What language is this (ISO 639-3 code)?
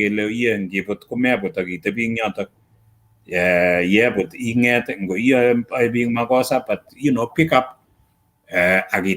kln